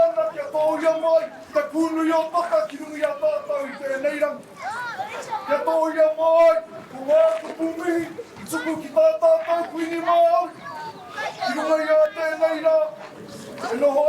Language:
Māori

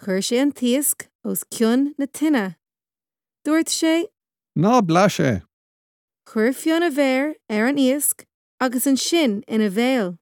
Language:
Irish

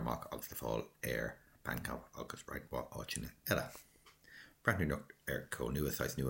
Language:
Irish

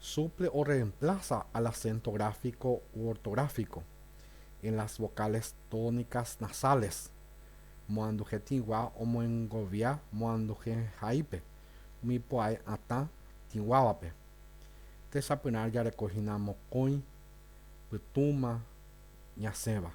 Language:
Guarani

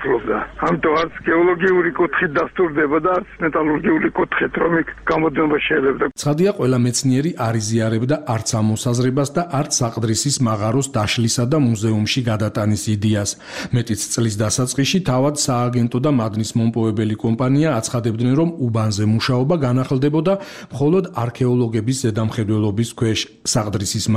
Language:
Georgian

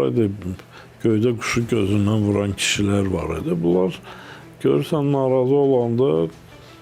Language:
Azerbaijani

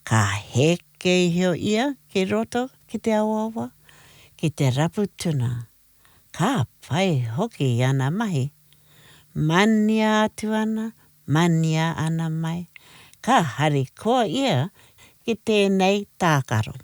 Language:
Māori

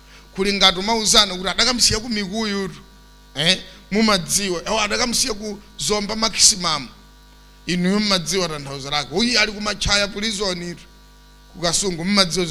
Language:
Nyanja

